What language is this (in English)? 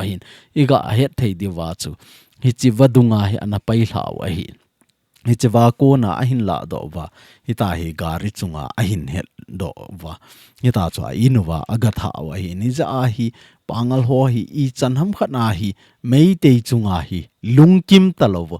Thado Chin